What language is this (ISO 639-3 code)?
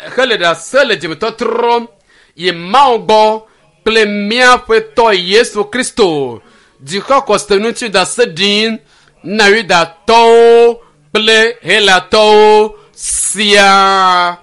ewe